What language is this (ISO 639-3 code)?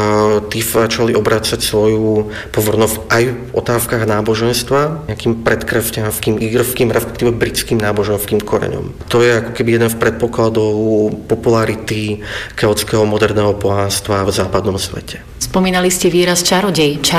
slk